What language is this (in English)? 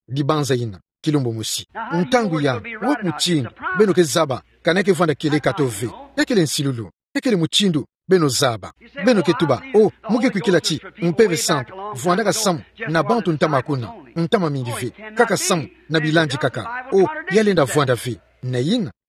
Kituba (Democratic Republic of Congo)